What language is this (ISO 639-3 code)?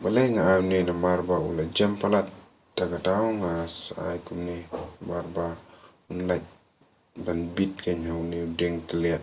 kha